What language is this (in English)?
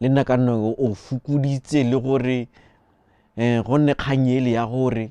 Tswana